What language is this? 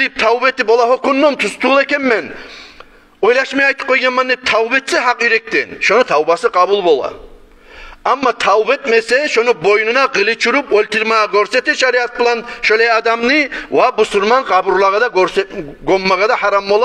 Kumyk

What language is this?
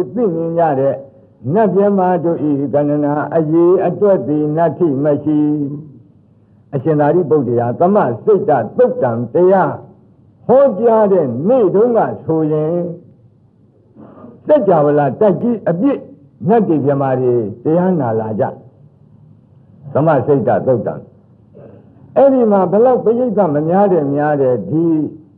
Burmese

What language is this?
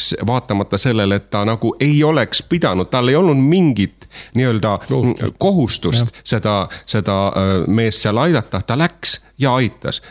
Estonian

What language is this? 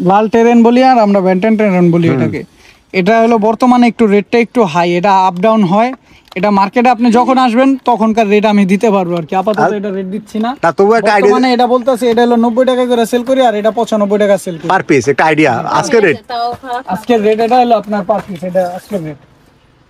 Bangla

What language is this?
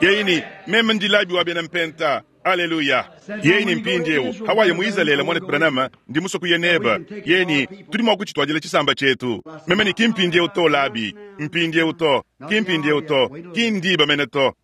Luba-Lulua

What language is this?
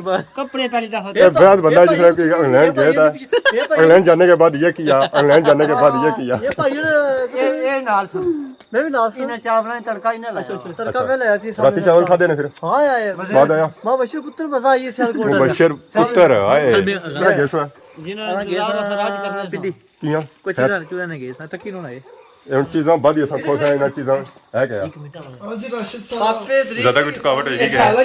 Pahari-Potwari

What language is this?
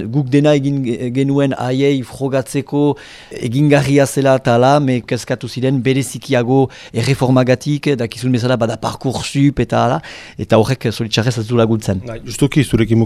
Basque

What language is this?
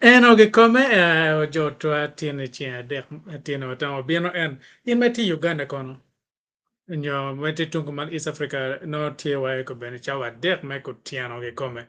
Acoli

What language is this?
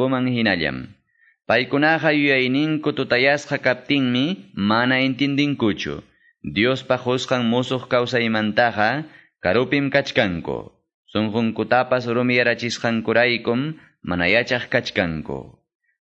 Quechua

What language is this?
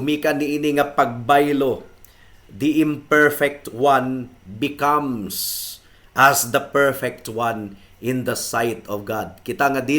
Cebuano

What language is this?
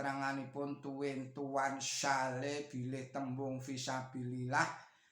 Javanese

